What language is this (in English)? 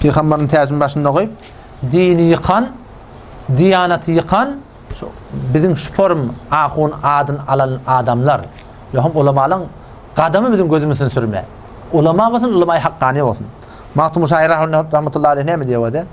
Turkmen